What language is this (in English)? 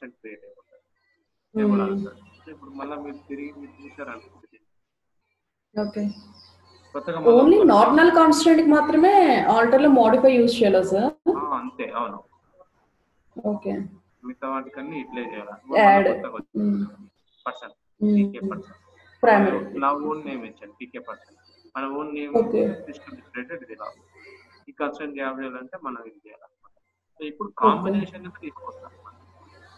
Telugu